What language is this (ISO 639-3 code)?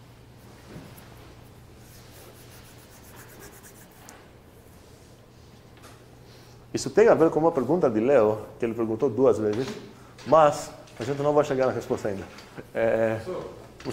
por